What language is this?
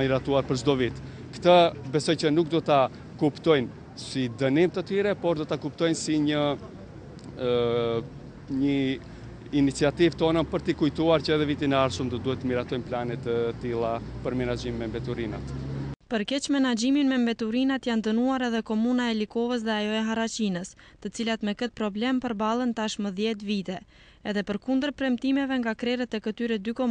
Albanian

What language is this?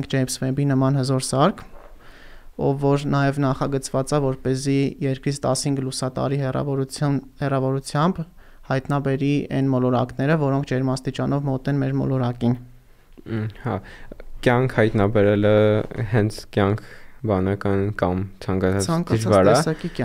Armenian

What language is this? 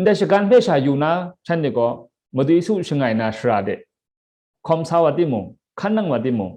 Kachin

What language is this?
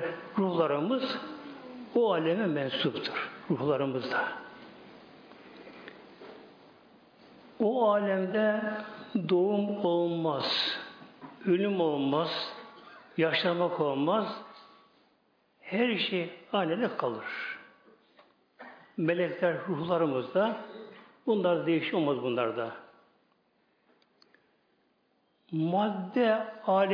Turkish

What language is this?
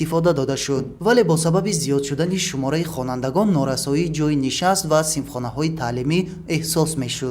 Tajik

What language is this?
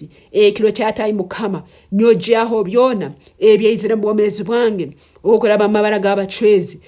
Nyankole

